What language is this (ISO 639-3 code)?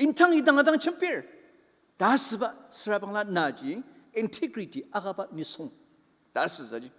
njo